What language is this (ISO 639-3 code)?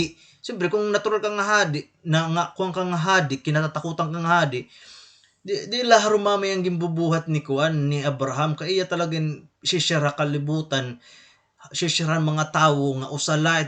war